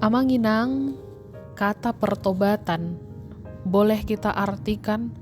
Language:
Batak Toba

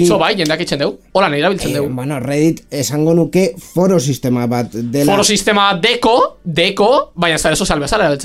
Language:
Basque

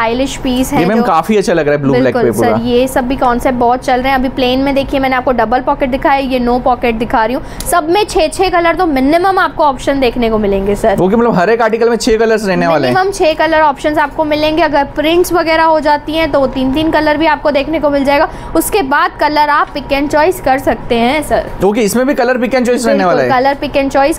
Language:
Hindi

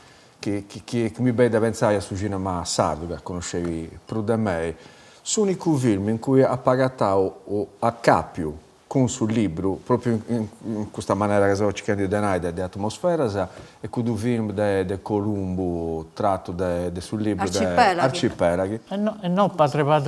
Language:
Sardinian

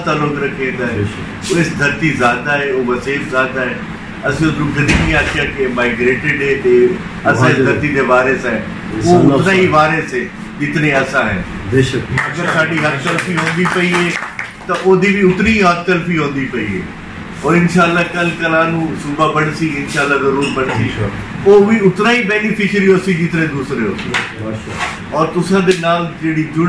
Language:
Saraiki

